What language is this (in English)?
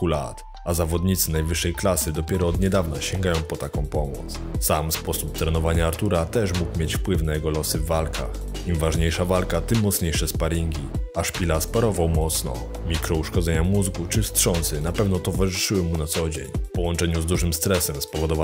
Polish